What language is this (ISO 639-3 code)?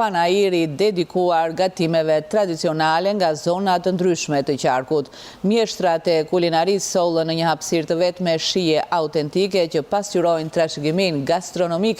sqi